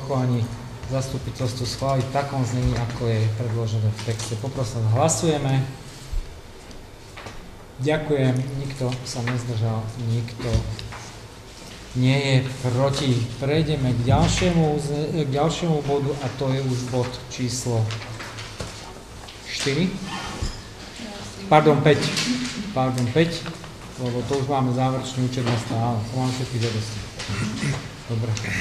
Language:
Slovak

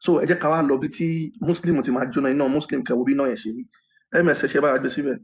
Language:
Yoruba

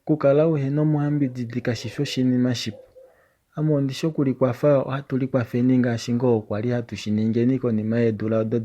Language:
Kuanyama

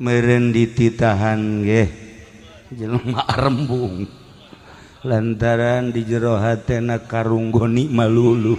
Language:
Sundanese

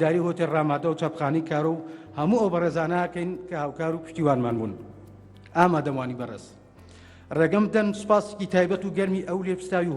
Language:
Central Kurdish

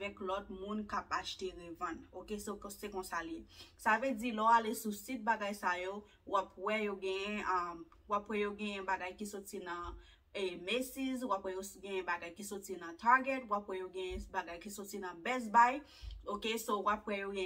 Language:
Haitian Creole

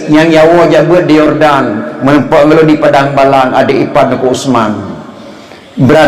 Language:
Achinese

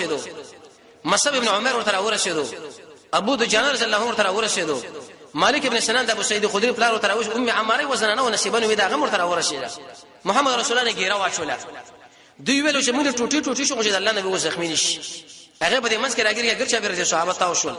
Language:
Pashto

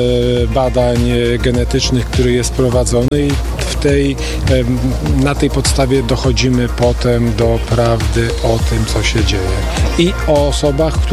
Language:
Polish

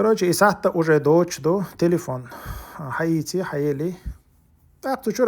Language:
Chechen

